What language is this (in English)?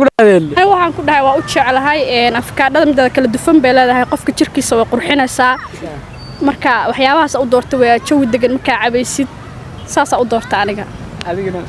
Somali